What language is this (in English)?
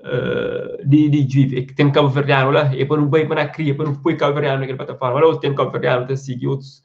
Kabuverdianu